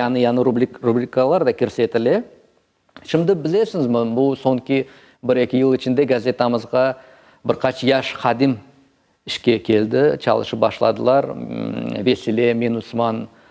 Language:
Crimean Tatar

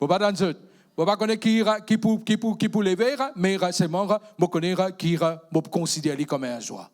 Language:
Morisyen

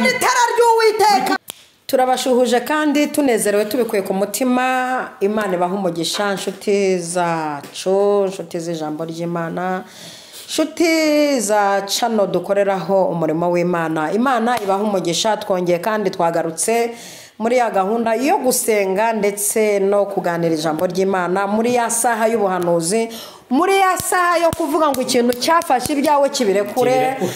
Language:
Kinyarwanda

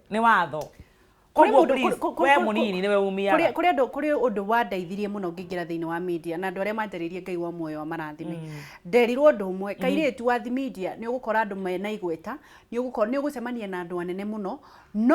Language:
Kikuyu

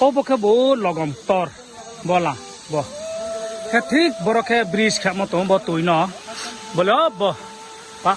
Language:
Riang (India)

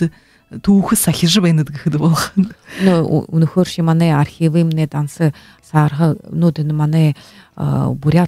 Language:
Buriat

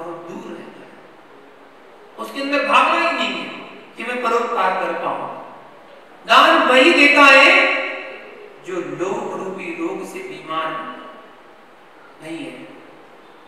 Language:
Hindi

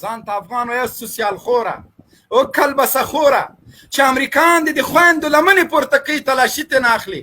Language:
Pashto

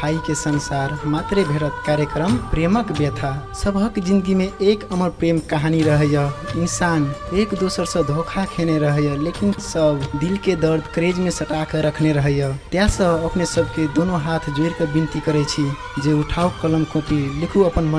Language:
Maithili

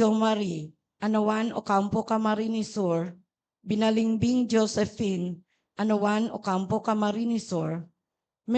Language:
Bikol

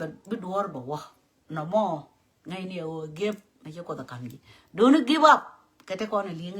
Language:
Nuer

